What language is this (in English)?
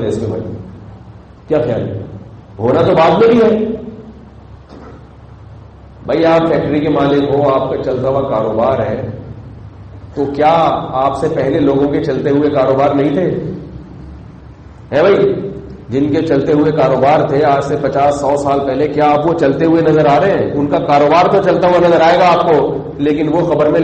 Urdu